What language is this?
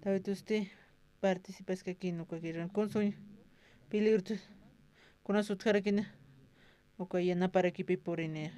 Aymara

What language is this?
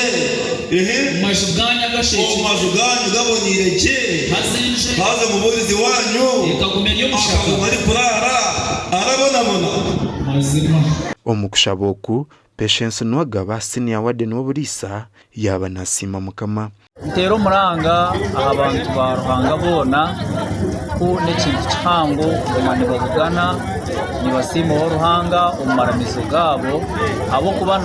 Nyankole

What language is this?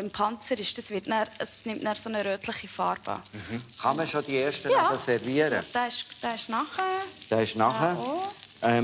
Swiss German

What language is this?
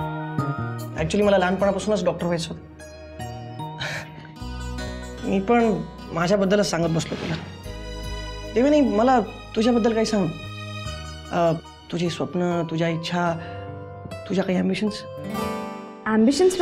Marathi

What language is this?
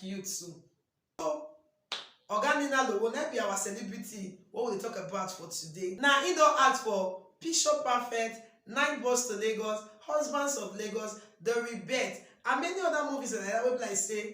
Nigerian Pidgin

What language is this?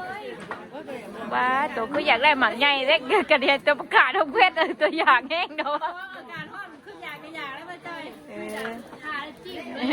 Northeastern Thai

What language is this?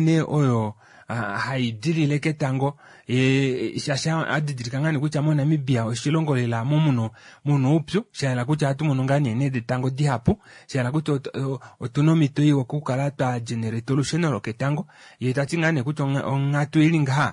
Kuanyama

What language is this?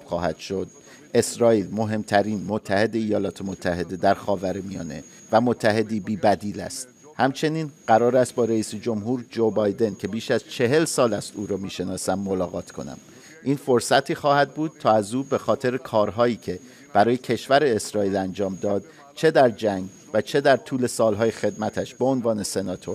Persian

